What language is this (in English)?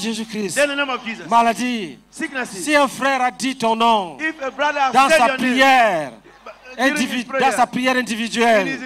French